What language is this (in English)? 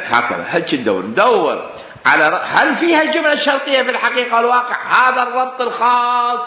Mesopotamian Arabic